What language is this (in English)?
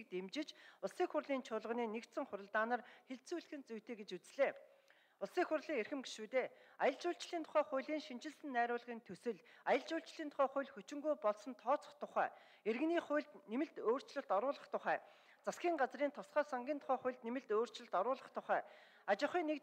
Mongolian